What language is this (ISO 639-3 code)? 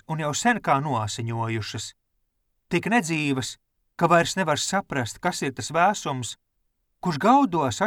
lav